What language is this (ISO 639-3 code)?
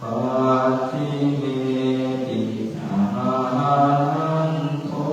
pli